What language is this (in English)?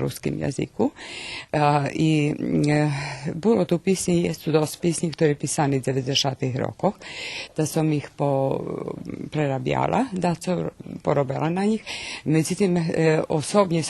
Rusyn